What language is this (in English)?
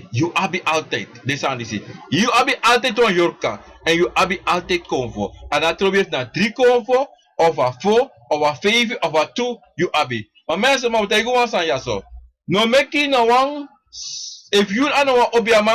Sranan Tongo